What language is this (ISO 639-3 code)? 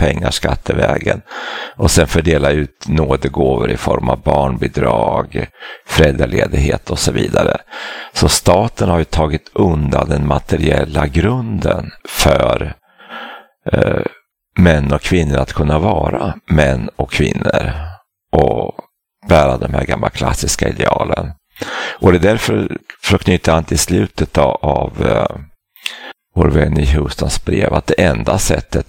swe